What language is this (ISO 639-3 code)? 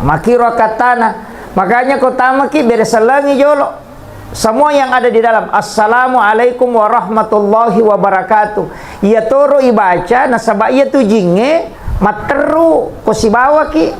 bug